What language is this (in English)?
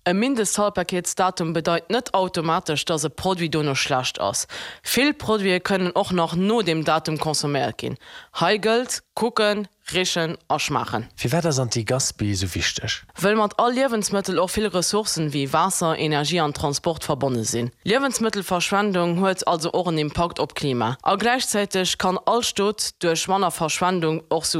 Luxembourgish